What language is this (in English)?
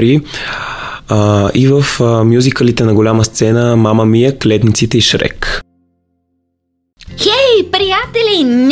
Bulgarian